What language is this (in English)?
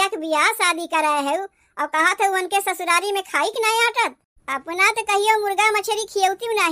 Awadhi